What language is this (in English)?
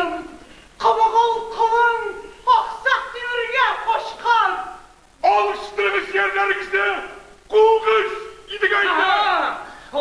Tatar